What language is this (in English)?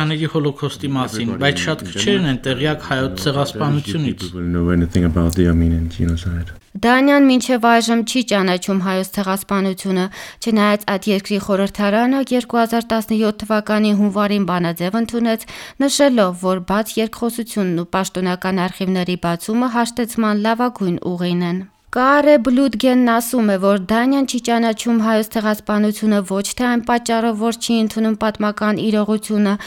Armenian